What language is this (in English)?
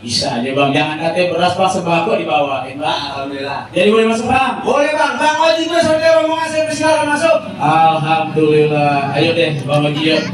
Betawi